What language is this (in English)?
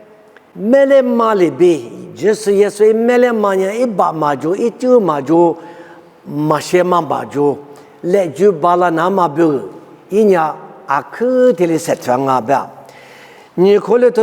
Lisu